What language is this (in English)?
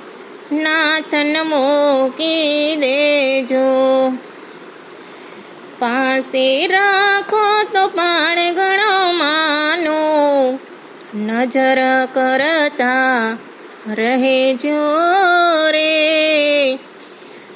Gujarati